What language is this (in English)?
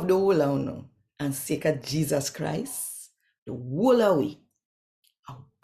Jamaican Creole English